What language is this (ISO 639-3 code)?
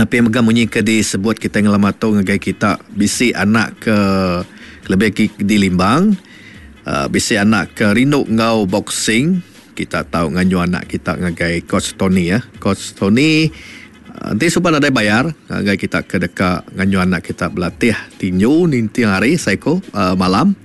iba